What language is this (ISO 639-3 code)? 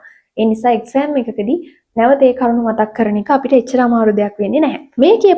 sin